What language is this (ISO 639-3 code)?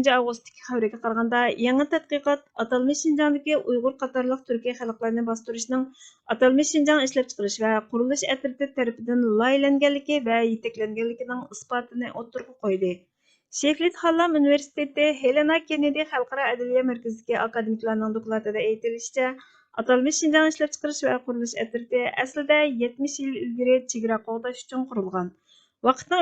uig